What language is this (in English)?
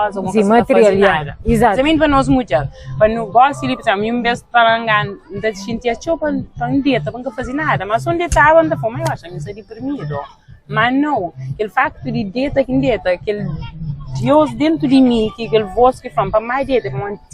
Kabuverdianu